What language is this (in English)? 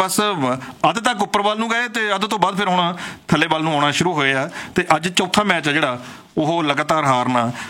Punjabi